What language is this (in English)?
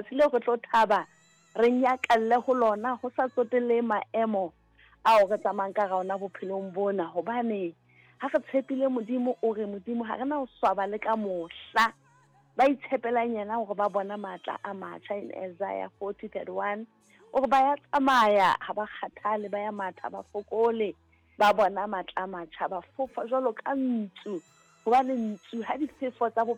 Southern Sotho